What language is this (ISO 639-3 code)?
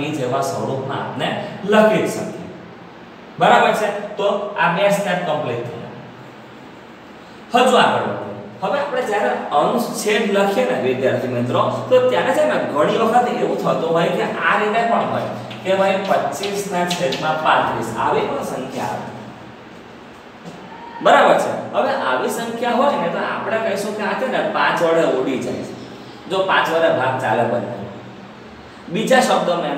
guj